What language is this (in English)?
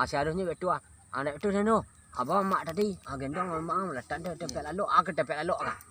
Minangkabau